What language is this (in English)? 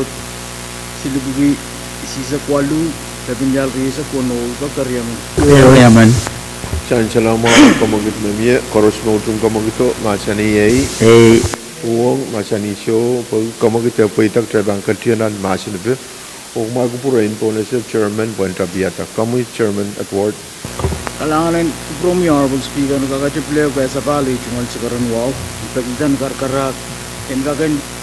Pohnpeian